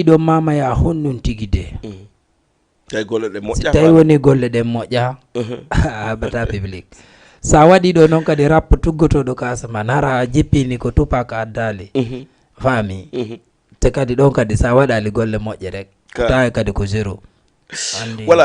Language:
Fula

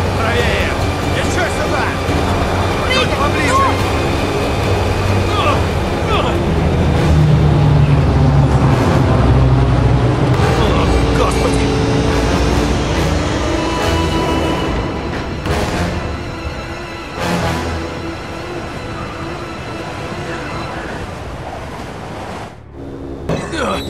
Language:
Russian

